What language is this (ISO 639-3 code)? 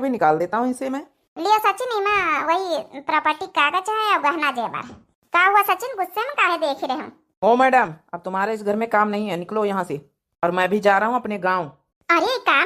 awa